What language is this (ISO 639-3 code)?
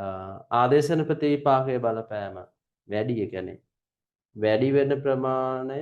sin